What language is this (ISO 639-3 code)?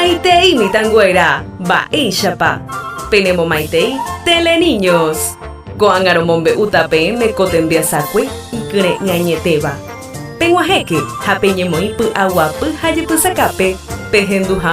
grn